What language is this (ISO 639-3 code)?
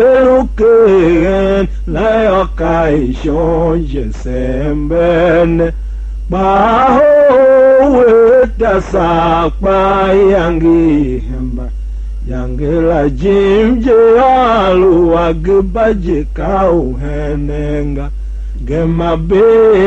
tiv